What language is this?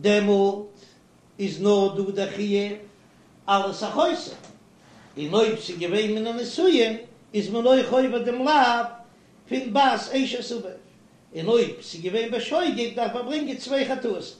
Yiddish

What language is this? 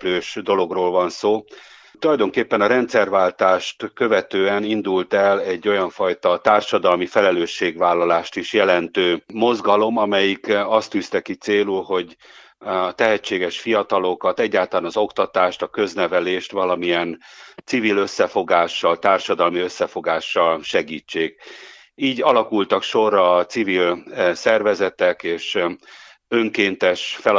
Hungarian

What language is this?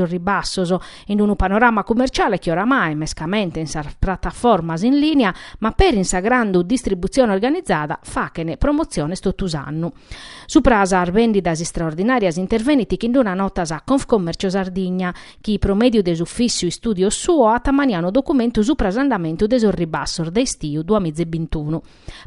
Sardinian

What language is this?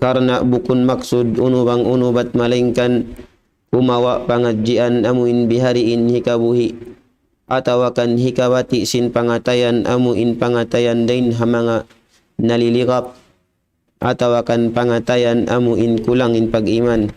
Tausug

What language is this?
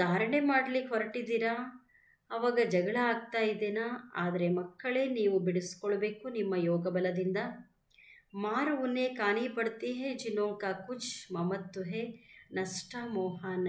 Kannada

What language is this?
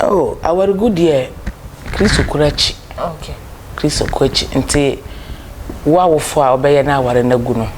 Akan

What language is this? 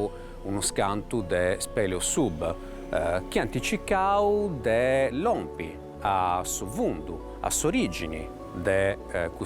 Sardinian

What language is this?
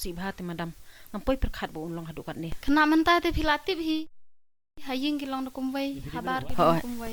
Khasi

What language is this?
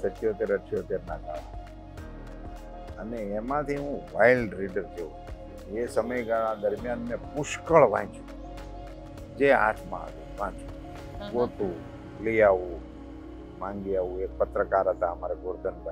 Gujarati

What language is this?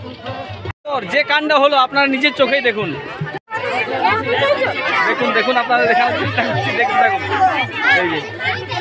Bangla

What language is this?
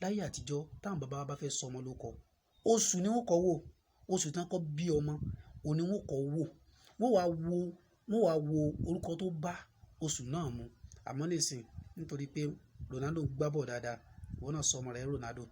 Yoruba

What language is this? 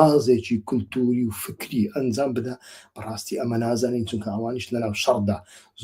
Central Kurdish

